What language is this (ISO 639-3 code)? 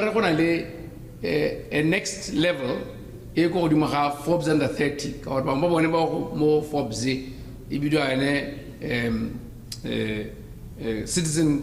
tsn